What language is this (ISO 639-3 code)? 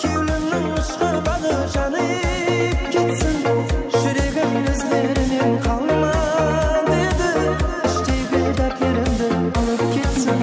kaa